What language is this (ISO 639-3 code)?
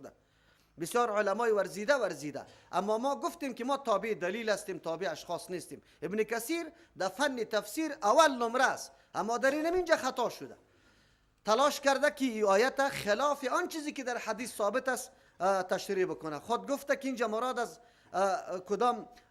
fas